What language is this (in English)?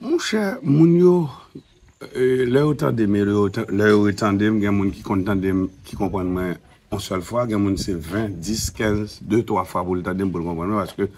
Haitian Creole